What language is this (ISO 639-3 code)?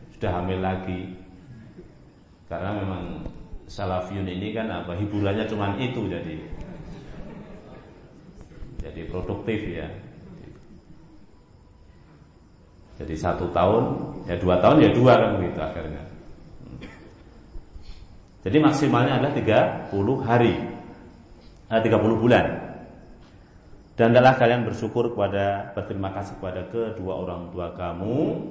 ind